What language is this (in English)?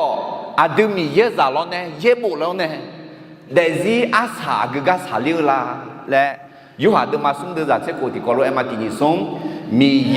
Akha